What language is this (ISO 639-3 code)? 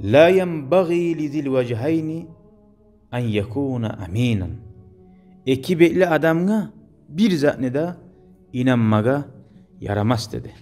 kum